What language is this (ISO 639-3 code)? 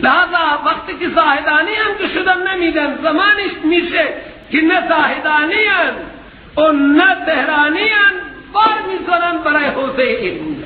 fas